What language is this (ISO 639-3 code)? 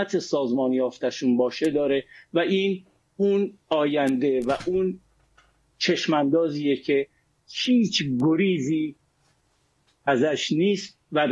fas